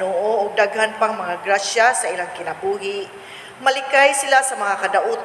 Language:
Cebuano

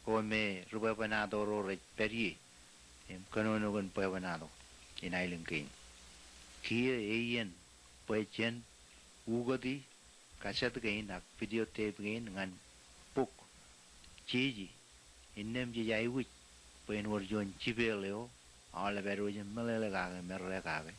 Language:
Marshallese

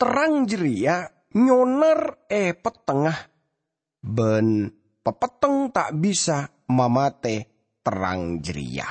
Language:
Madurese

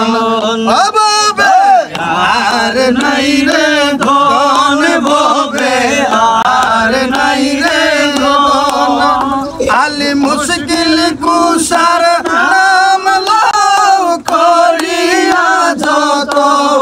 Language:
Bangla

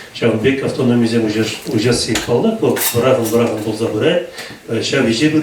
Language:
Chuvash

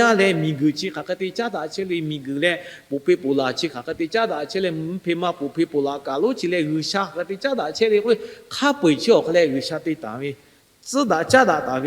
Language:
Lahu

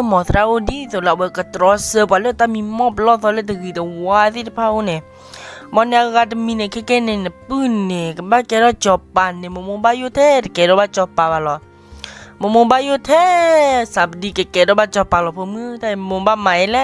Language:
S'gaw Karen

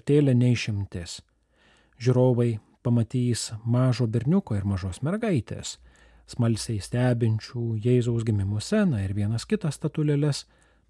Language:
Lithuanian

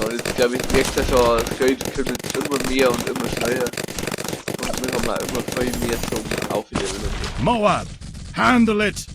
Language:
Bavarian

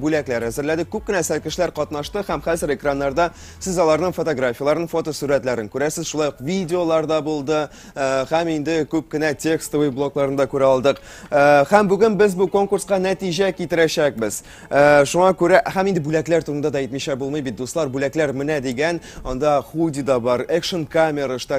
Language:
Tatar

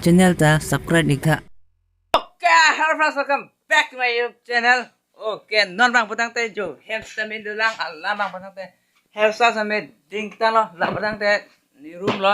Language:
Karbi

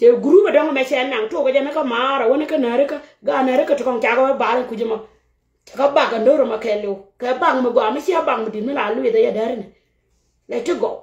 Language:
Nuer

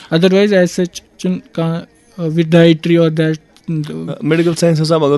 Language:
Kashmiri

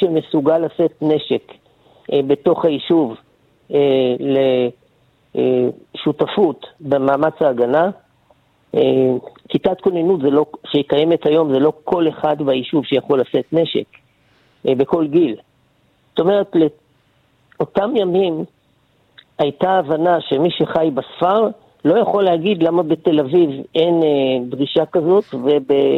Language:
Hebrew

